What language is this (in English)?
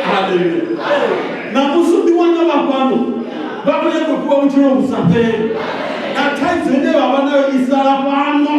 Venda